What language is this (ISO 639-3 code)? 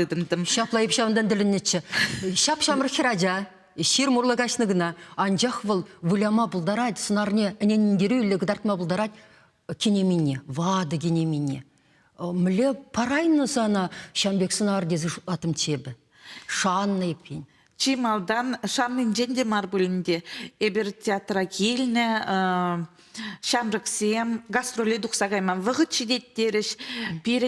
chv